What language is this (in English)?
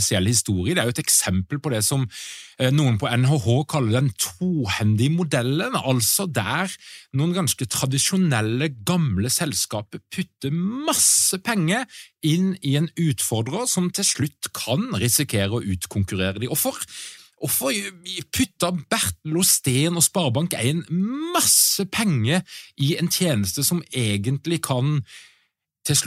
Norwegian